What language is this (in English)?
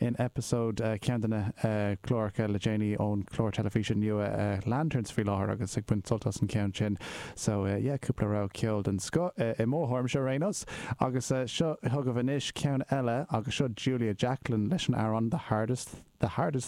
Irish